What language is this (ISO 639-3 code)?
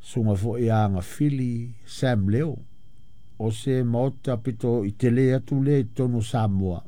smo